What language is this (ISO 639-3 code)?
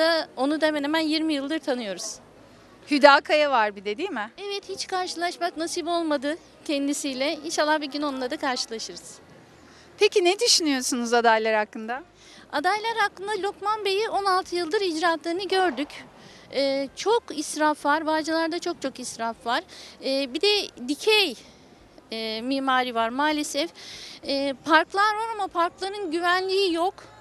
tur